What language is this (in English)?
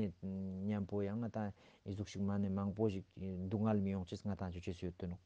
Ladakhi